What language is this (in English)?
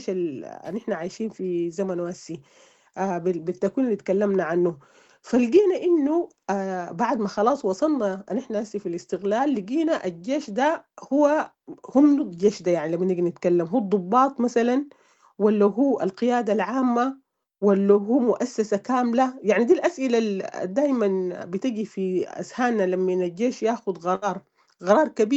Sudanese Arabic